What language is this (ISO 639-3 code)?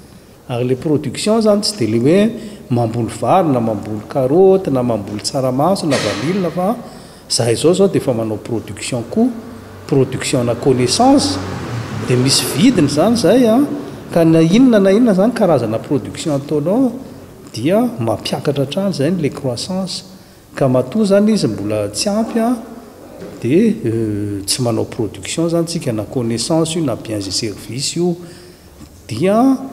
mlg